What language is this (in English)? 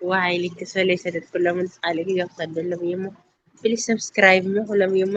Tigrinya